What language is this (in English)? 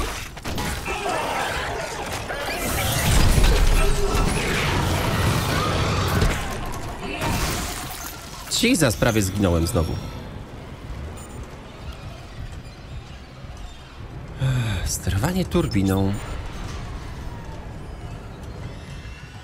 Polish